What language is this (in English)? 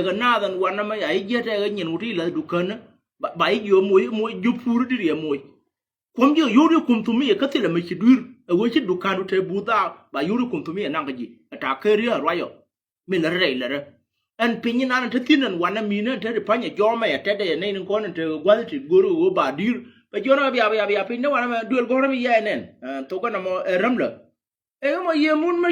Nuer